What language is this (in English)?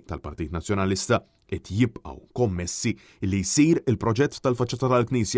Maltese